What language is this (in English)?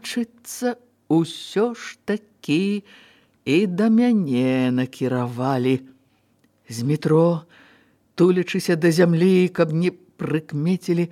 Belarusian